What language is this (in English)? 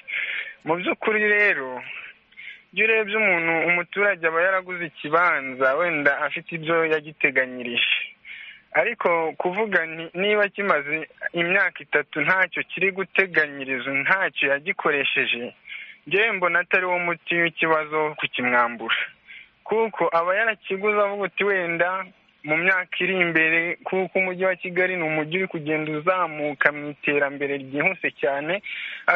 Kinyarwanda